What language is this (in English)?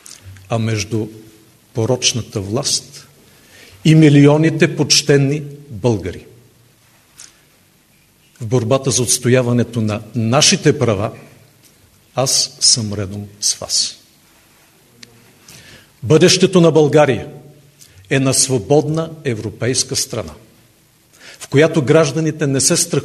Bulgarian